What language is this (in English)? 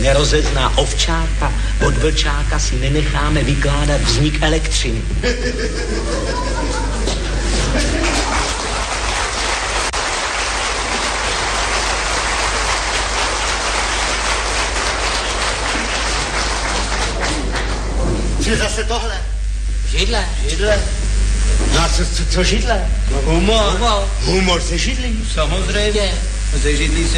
Czech